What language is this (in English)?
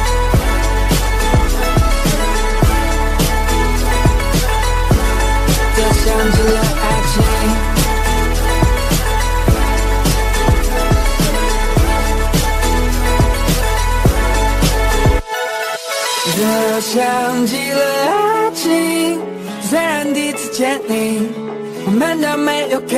Chinese